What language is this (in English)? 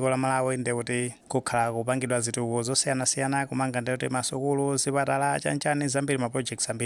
Nyanja